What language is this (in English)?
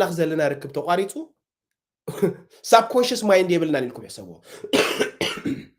Tigrinya